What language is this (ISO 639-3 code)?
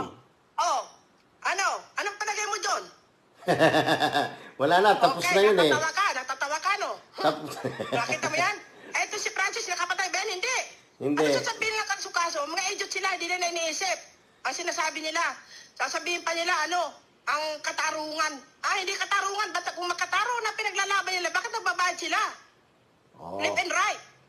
fil